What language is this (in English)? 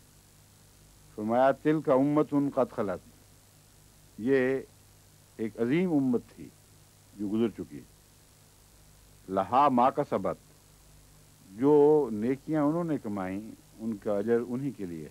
Urdu